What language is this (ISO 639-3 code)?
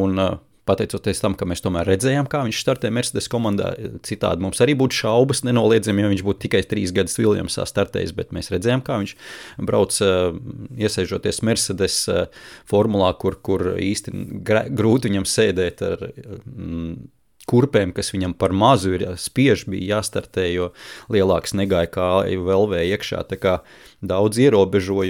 lav